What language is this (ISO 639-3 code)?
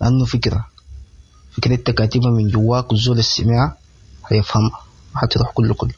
apd